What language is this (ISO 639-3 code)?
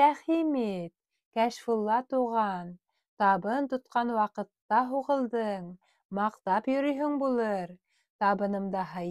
bak